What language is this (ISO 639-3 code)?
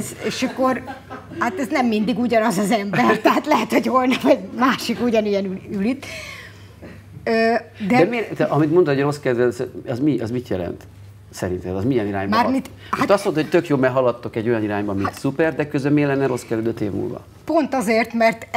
hun